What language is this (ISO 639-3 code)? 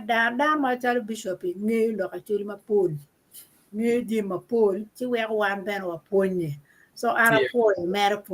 ach